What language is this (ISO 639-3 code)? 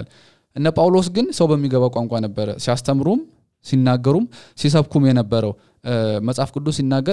amh